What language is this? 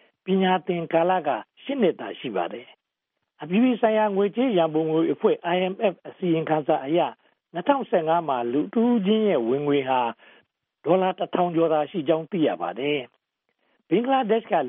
Burmese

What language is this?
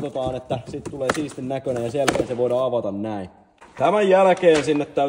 Finnish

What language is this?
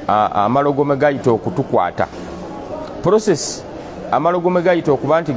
Ganda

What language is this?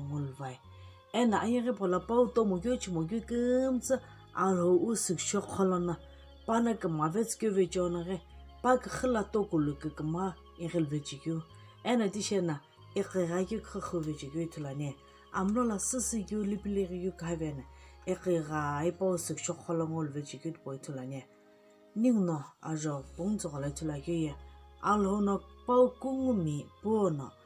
Sumi Naga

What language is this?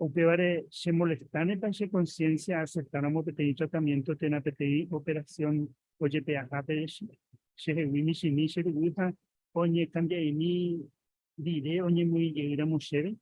Guarani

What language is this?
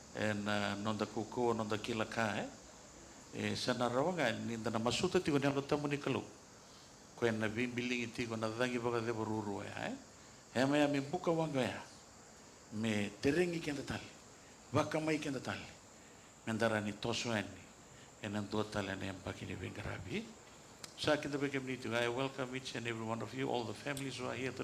Fijian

